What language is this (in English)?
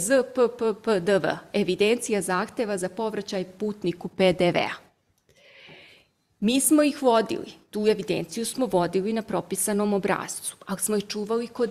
Serbian